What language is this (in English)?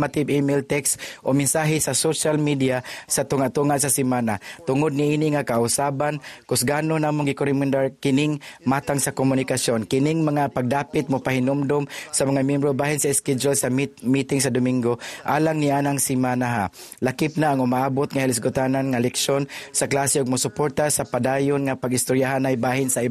Cebuano